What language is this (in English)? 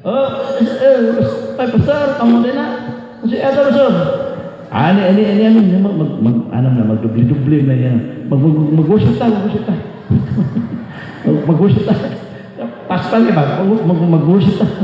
Cebuano